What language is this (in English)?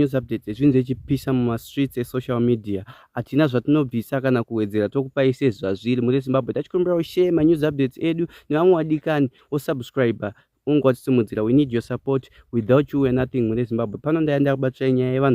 Shona